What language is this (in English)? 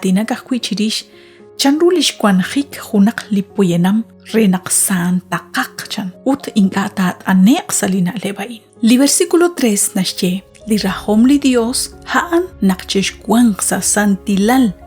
Kekchí